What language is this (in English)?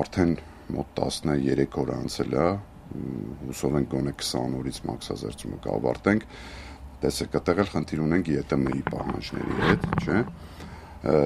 Armenian